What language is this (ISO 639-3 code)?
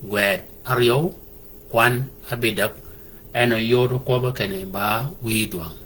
shk